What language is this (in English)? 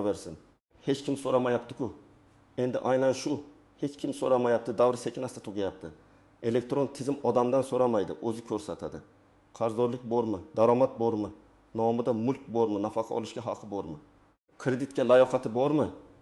Uzbek